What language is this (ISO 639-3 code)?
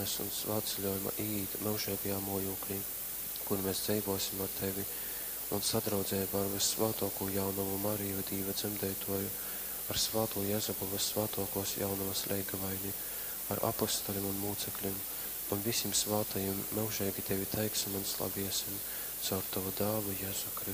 ltg